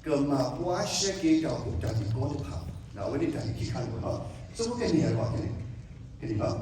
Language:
S'gaw Karen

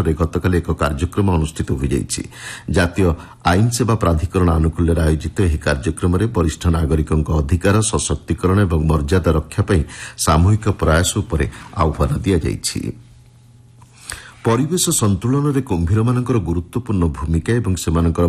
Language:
Odia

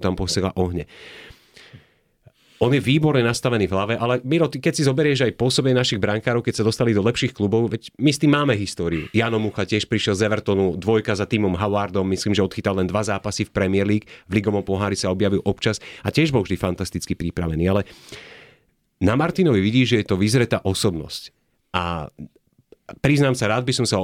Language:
Slovak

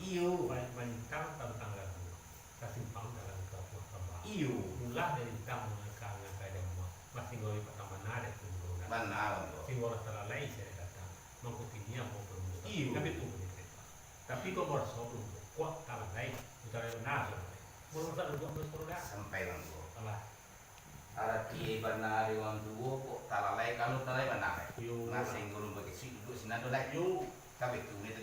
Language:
Minangkabau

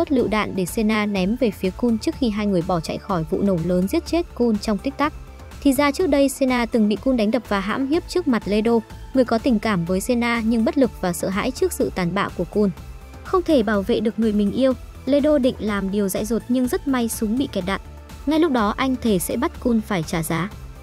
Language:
Vietnamese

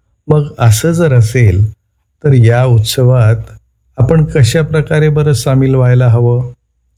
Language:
Marathi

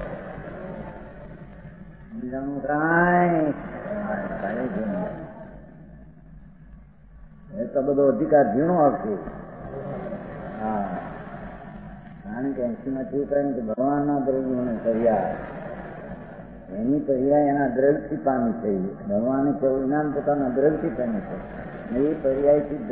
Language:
Gujarati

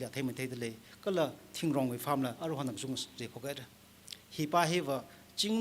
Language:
Tangkhul Naga (India)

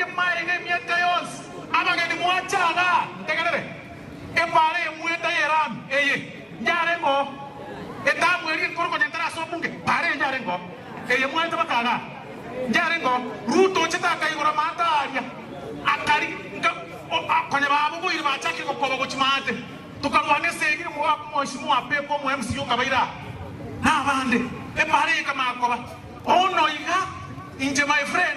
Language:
Gusii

